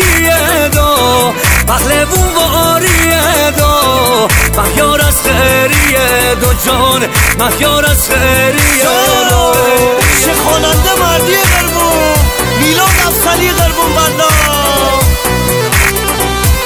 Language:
Persian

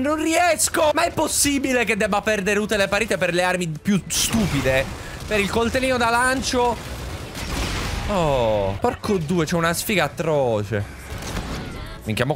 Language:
Italian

